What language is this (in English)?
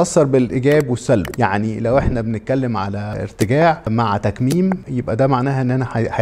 Egyptian Arabic